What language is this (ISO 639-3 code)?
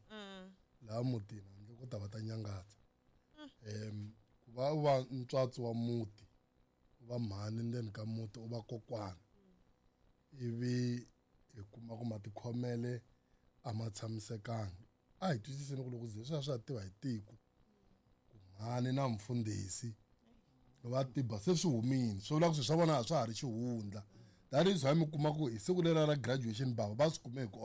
tso